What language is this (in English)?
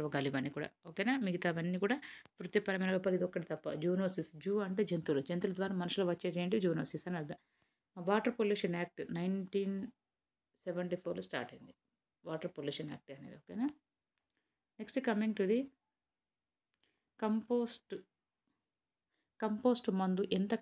Telugu